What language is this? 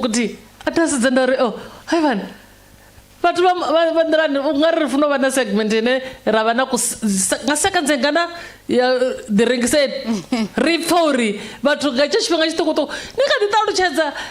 Venda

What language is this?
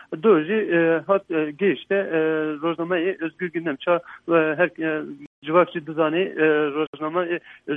Kurdish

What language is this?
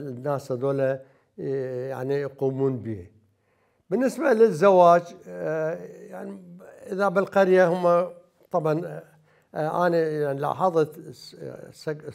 Mesopotamian Arabic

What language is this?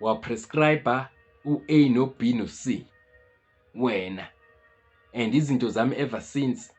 Zulu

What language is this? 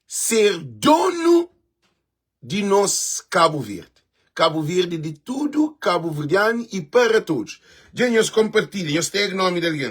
Kabuverdianu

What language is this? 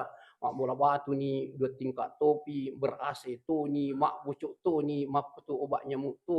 Buginese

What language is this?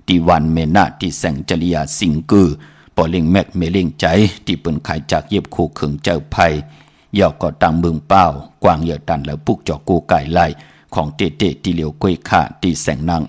Shan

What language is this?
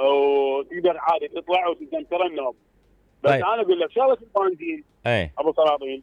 Mesopotamian Arabic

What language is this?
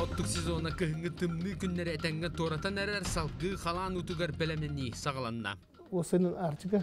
Yakut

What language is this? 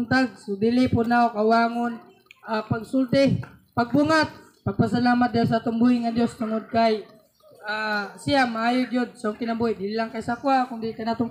Cebuano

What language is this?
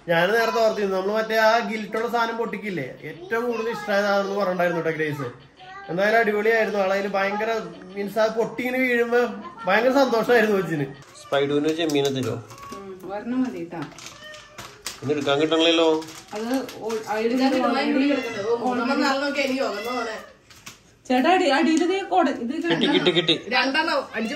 Malayalam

